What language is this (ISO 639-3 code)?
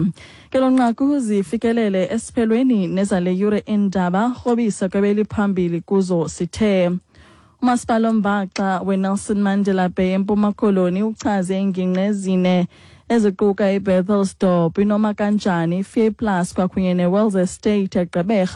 xho